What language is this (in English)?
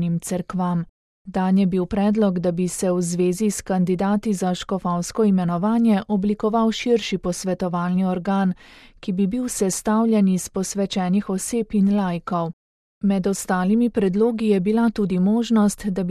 Slovenian